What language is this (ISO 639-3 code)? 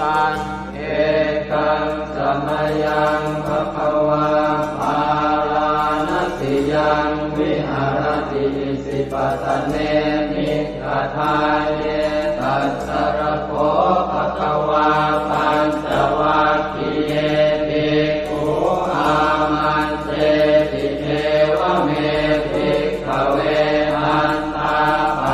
pli